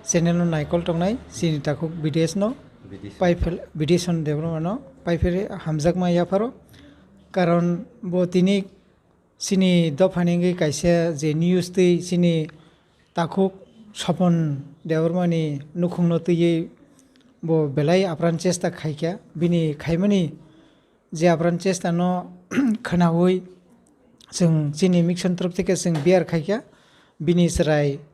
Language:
Kok Borok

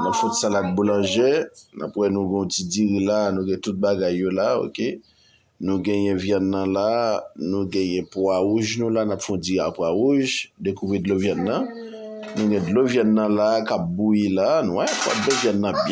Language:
Haitian Creole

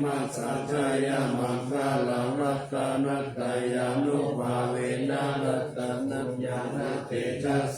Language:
Pali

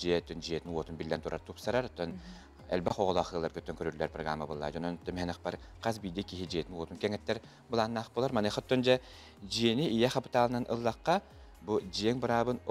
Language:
Yakut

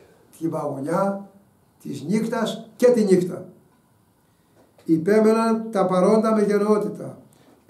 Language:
Greek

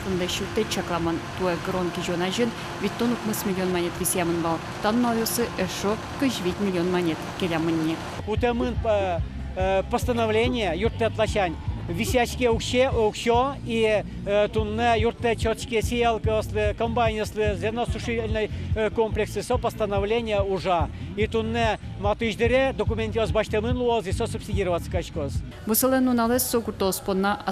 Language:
Udmurt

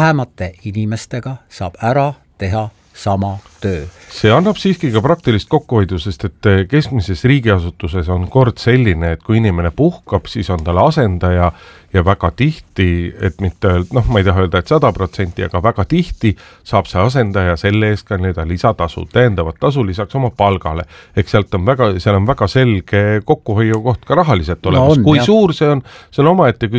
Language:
Estonian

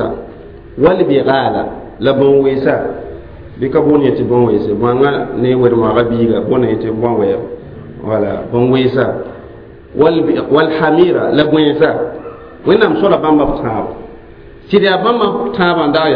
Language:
Mossi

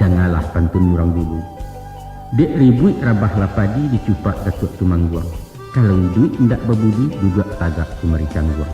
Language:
Minangkabau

